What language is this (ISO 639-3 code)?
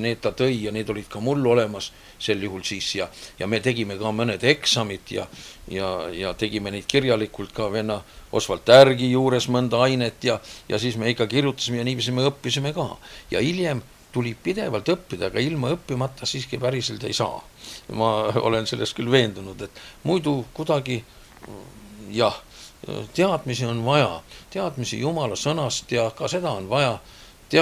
est